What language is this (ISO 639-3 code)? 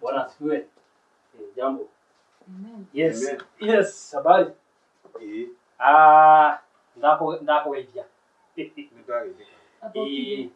kik